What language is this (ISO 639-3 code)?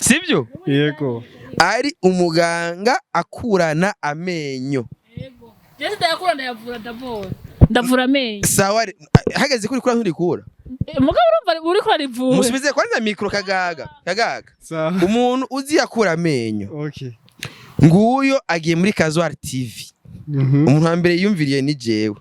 run